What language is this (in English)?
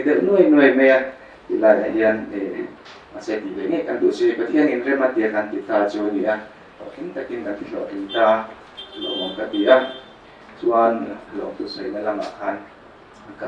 Mizo